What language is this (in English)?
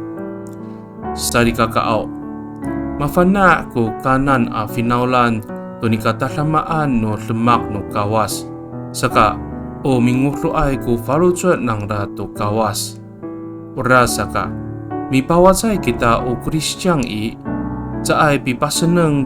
Amis